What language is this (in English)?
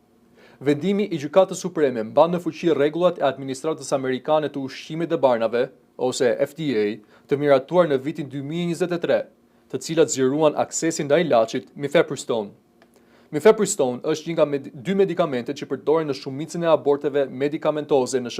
Albanian